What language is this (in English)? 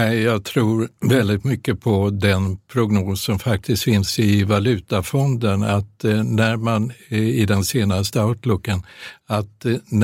Swedish